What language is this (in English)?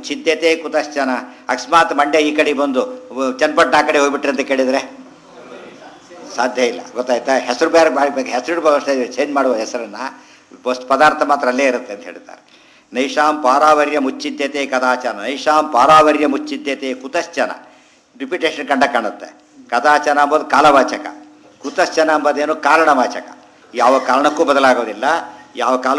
Kannada